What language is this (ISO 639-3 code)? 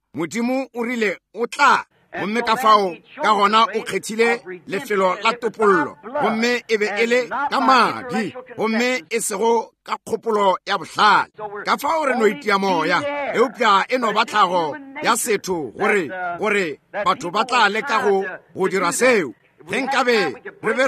nso